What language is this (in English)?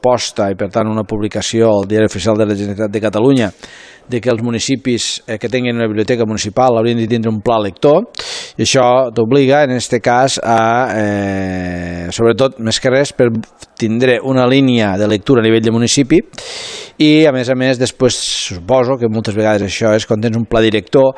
Catalan